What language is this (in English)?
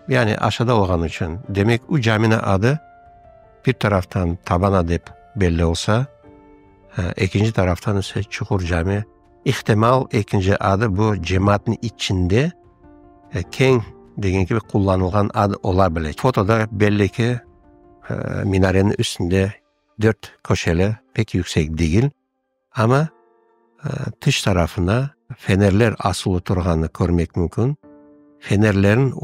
Crimean Tatar